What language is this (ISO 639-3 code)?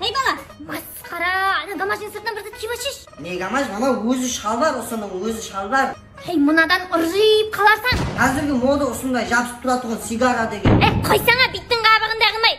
kaa